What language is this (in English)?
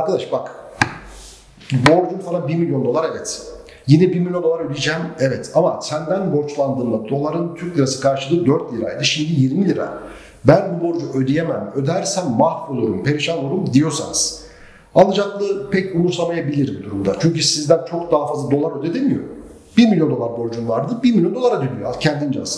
Turkish